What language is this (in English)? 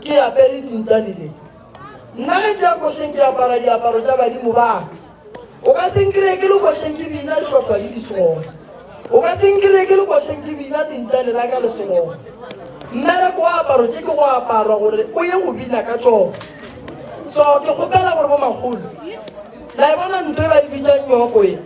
Northern Sotho